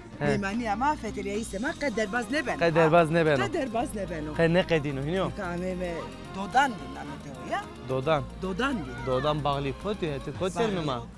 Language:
Zaza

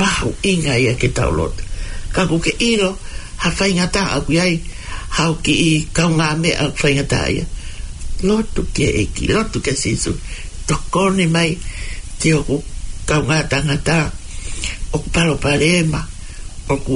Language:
Tongan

